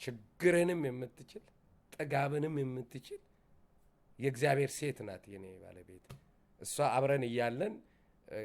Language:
Amharic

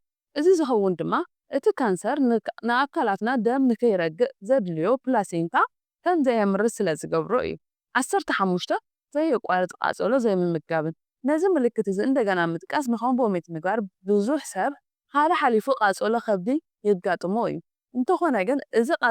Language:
Tigrinya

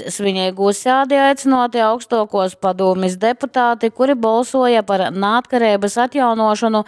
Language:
Latgalian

